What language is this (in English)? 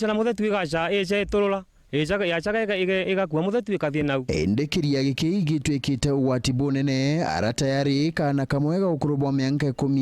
Meru